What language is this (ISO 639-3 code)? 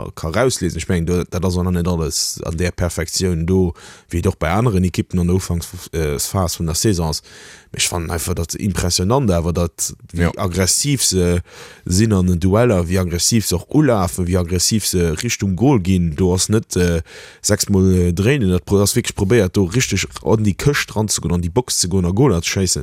ltz